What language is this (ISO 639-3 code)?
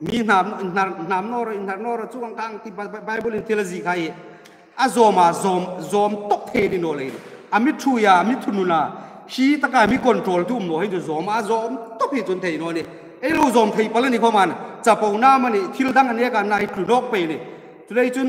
hmr